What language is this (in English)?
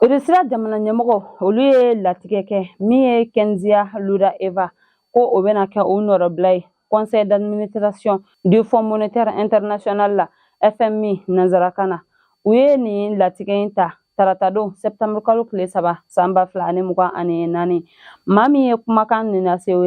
Bambara